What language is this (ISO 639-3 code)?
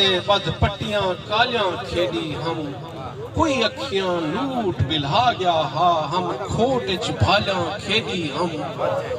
skr